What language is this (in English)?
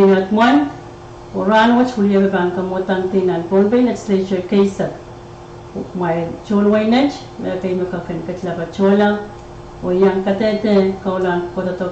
Pohnpeian